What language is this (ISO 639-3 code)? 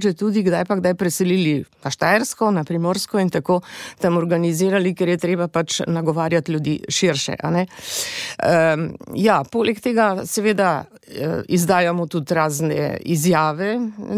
slv